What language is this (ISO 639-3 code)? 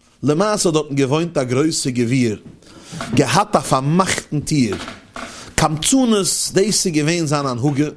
yid